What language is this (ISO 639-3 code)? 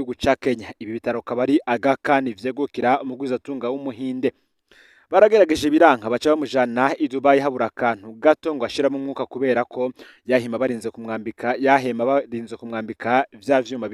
run